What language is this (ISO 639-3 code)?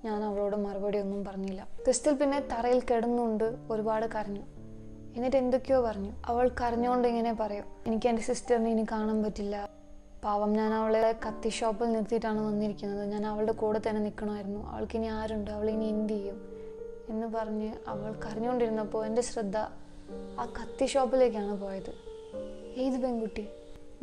mal